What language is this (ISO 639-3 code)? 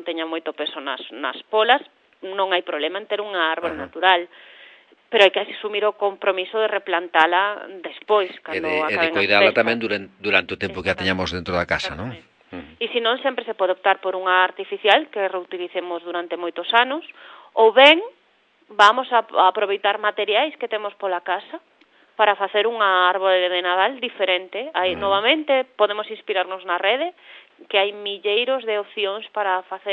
glg